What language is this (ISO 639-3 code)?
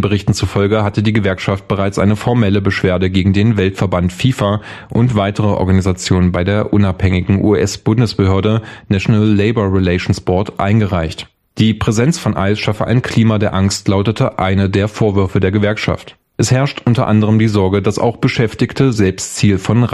deu